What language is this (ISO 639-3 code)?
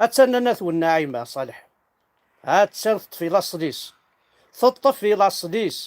kab